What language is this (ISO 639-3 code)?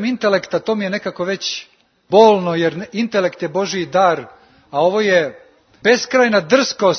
srp